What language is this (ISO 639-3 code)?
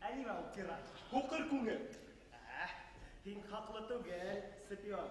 bak